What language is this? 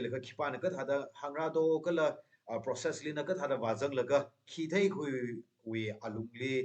Tangkhul Naga (India)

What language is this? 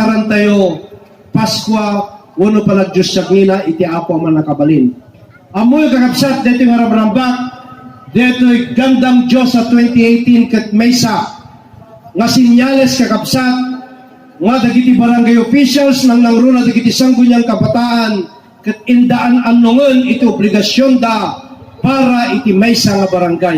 Iloko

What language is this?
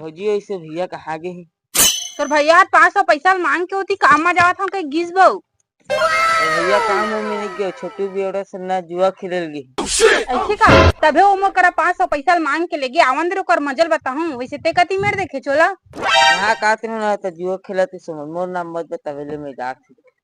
Chhattisgarhi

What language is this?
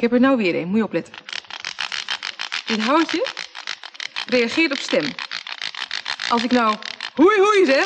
Dutch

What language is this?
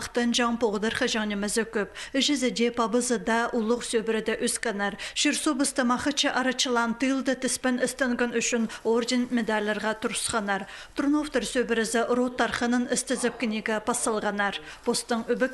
Khakas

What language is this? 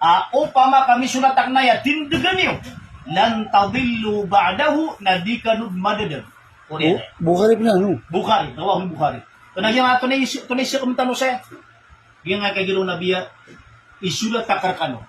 Maranao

